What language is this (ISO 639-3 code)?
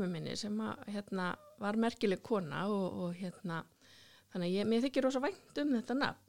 isl